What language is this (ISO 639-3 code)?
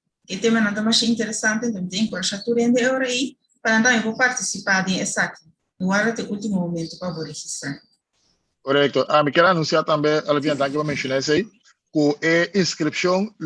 pap